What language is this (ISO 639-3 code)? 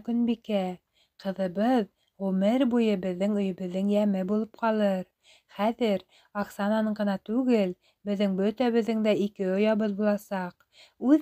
bak